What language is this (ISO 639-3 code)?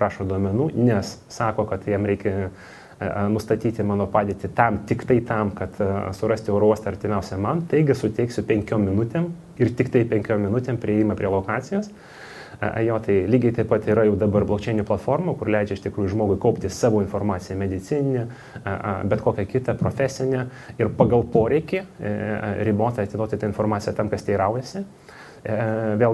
lit